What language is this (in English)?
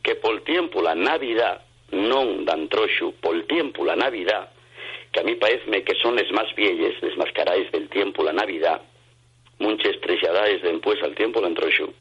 Asturian